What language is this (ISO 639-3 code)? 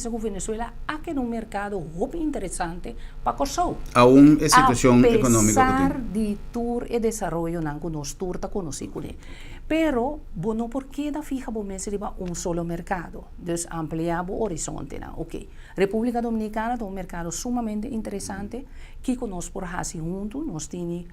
pap